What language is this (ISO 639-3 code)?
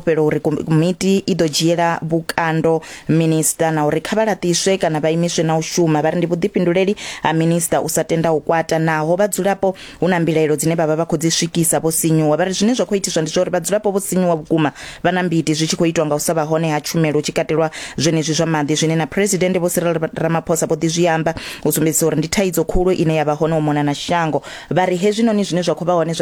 ven